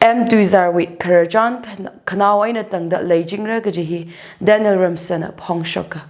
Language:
Tangkhul Naga (India)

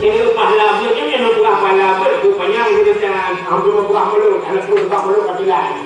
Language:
Achinese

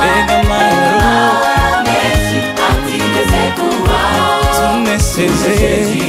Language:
Kinyarwanda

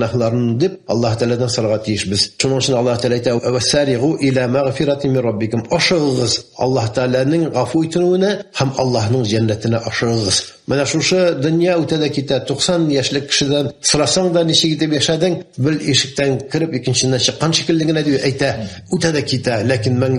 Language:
Tatar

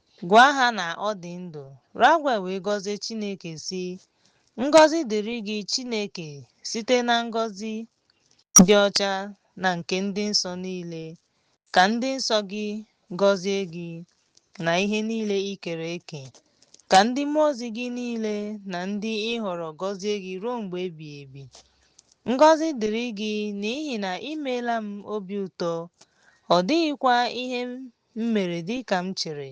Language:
Igbo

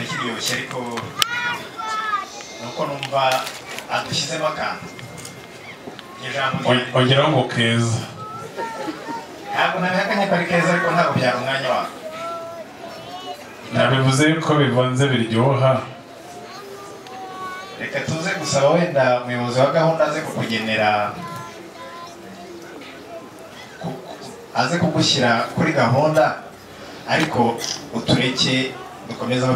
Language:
Kinyarwanda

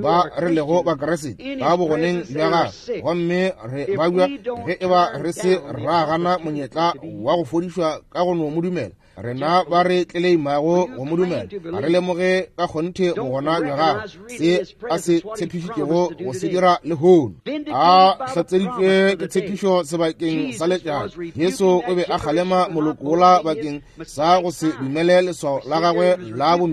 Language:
Northern Sotho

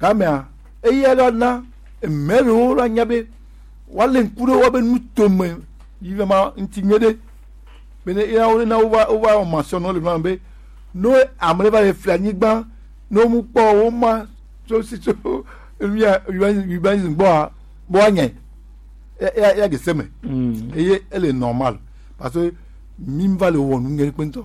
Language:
Gen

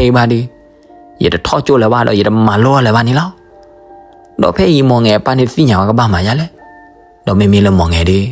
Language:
S'gaw Karen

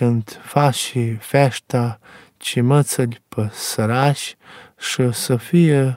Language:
Romanian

